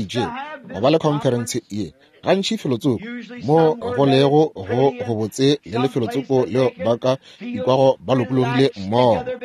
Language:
Northern Sotho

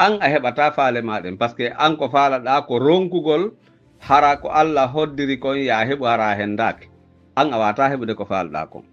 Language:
Pular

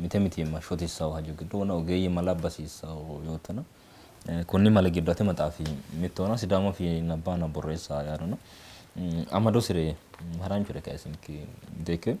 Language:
Sidamo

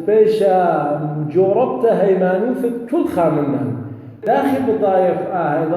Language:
Assyrian Neo-Aramaic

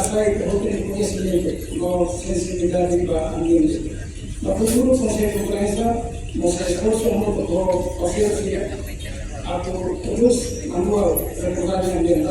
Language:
Tetum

